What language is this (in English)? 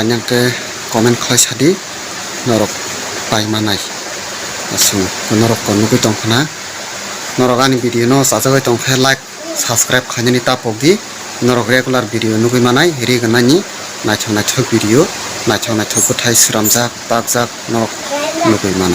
Kok Borok